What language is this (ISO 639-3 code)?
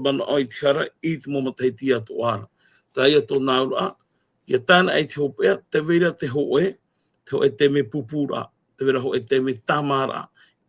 tah